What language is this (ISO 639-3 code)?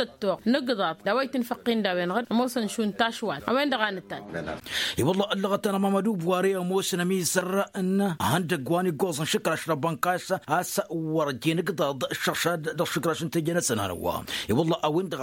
taq